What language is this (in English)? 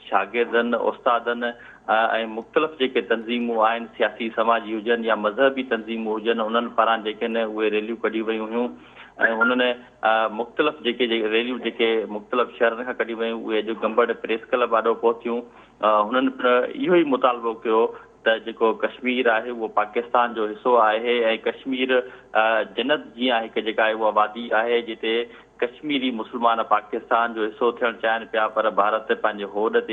Sindhi